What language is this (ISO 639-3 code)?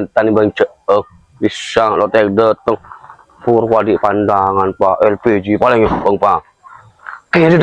mad